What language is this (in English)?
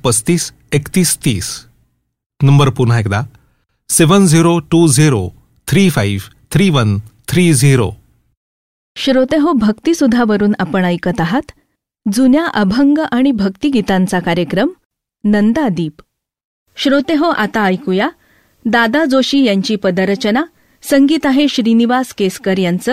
Marathi